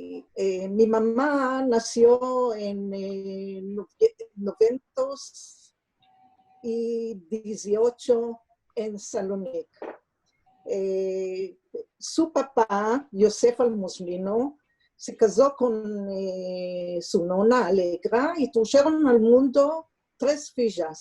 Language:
Ladino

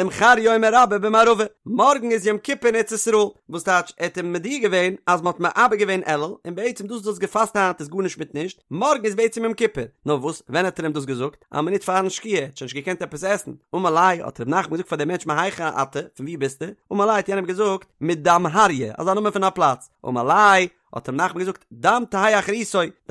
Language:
Yiddish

